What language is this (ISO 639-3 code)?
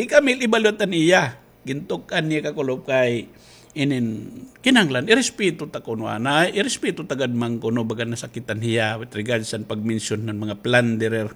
war